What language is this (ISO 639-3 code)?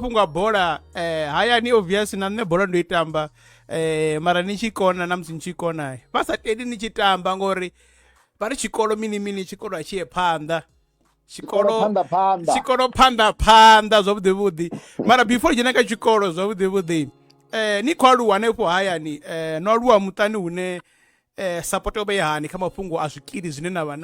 ven